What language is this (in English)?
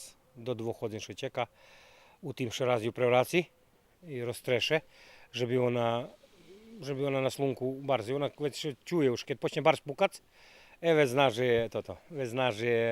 Rusyn